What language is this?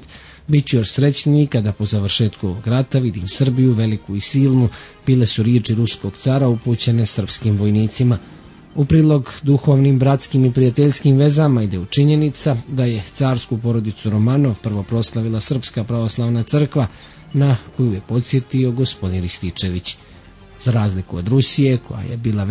Serbian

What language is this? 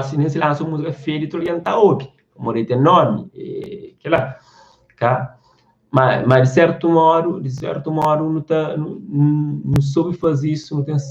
Kabuverdianu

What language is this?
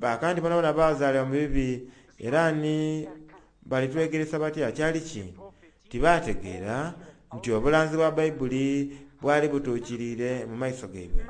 Soga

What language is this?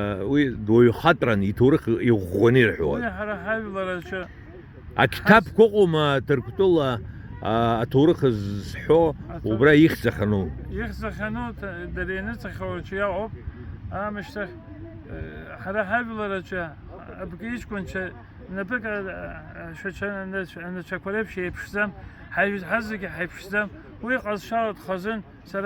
Abkhazian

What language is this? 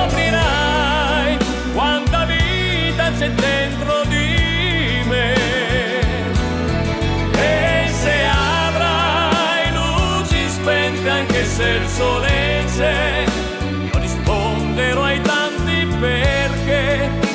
Italian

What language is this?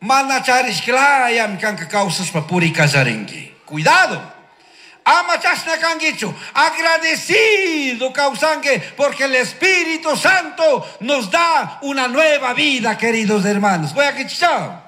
Chimborazo Highland Quichua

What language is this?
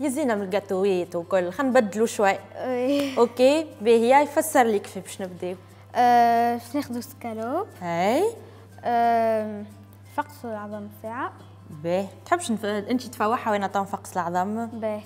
Tunisian Arabic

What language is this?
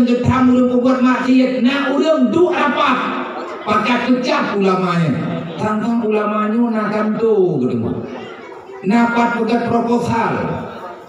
Achinese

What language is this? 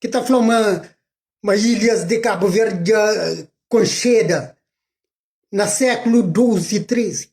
Kabuverdianu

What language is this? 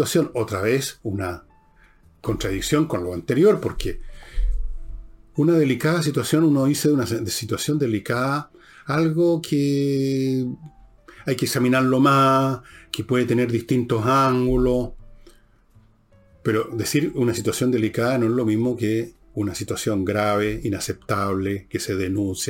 Spanish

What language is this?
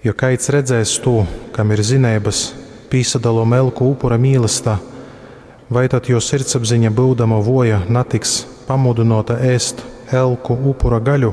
Latgalian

